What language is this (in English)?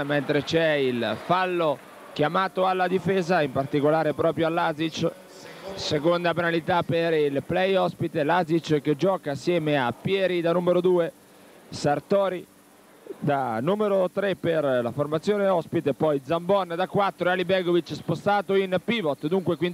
Italian